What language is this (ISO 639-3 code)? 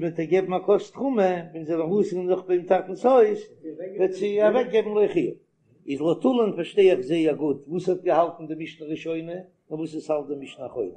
yid